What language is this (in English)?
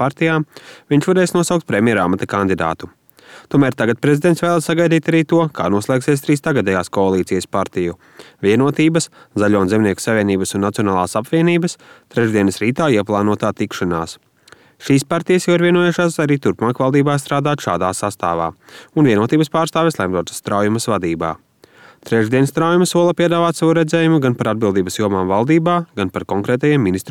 Latvian